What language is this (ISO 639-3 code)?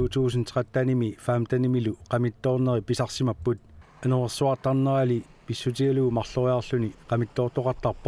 kal